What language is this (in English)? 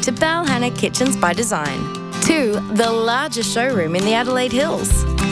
English